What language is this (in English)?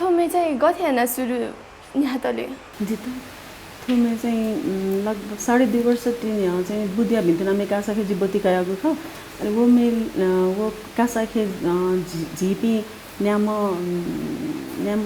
Newari